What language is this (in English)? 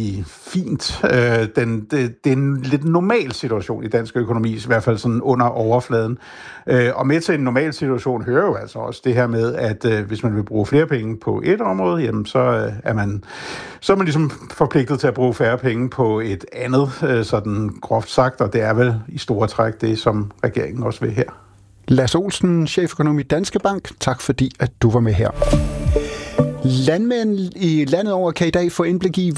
Danish